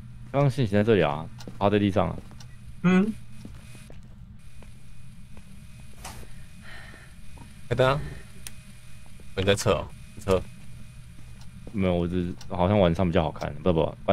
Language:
Chinese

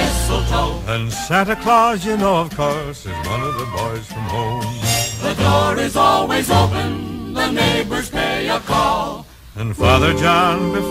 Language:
English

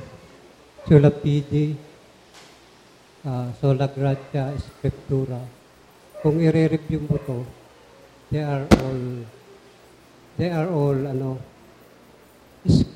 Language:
Filipino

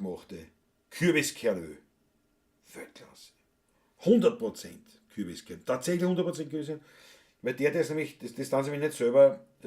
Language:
Bavarian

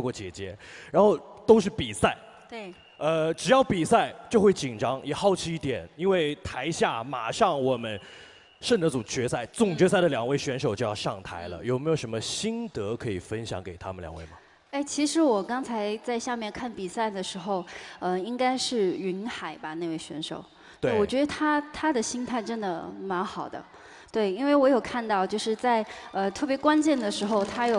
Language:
Chinese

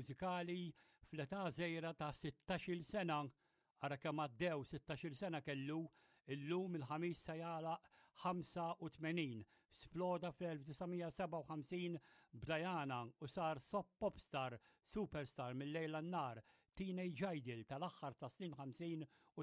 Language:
Maltese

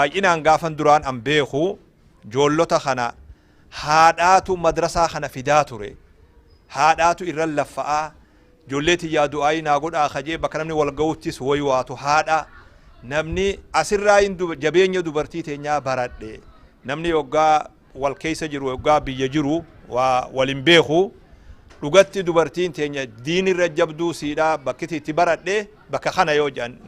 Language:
Oromo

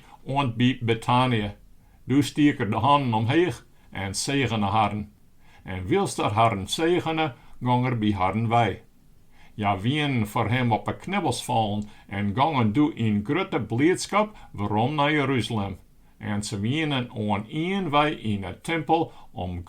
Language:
Western Frisian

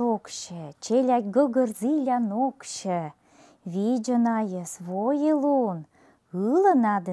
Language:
Komi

